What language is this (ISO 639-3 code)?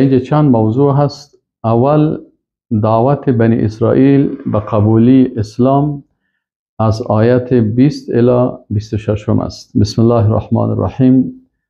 fas